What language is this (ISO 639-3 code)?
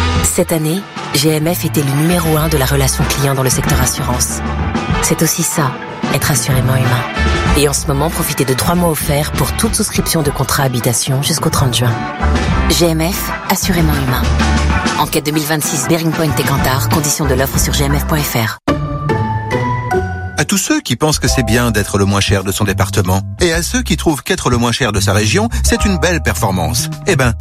fra